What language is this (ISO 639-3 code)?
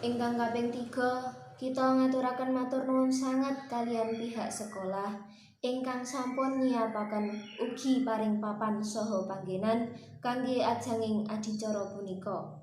jav